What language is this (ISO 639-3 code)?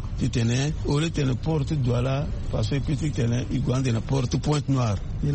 sag